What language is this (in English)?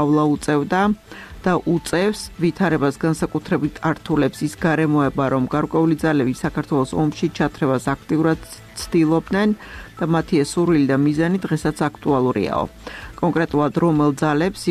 Georgian